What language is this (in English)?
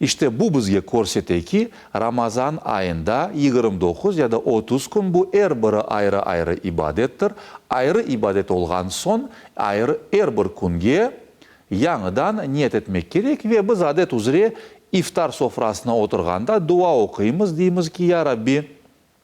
Crimean Tatar